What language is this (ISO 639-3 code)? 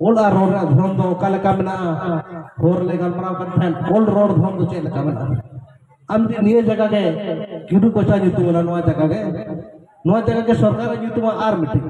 sat